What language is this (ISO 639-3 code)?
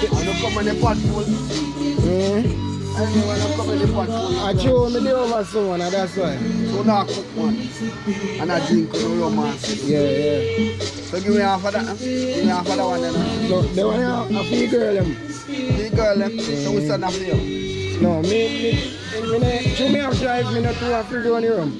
jam